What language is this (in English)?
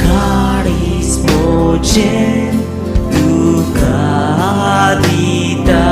Konkani